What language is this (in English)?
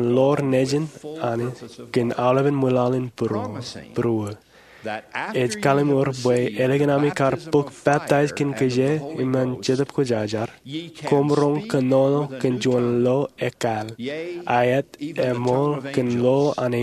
Marshallese